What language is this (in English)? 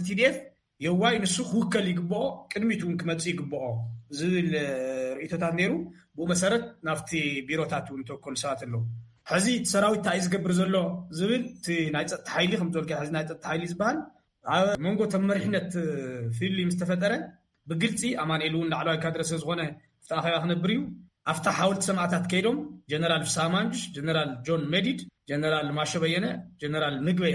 Tigrinya